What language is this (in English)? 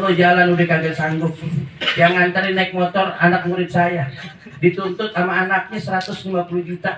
Betawi